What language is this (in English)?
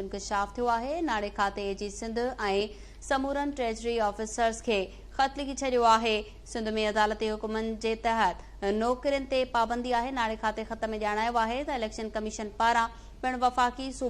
Sindhi